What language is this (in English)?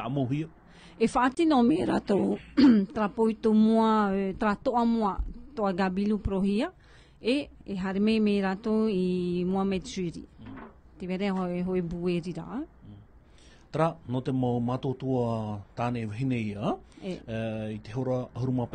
Tahitian